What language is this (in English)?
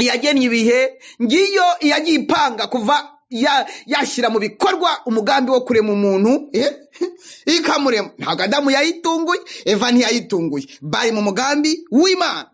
Kinyarwanda